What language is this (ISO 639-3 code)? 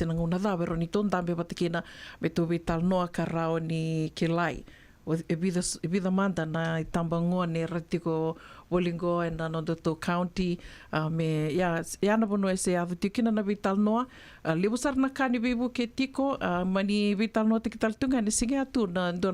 fij